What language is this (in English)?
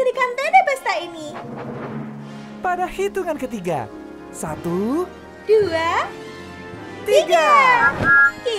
Indonesian